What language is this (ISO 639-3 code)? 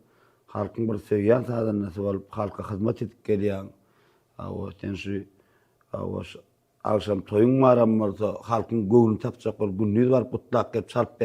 tuk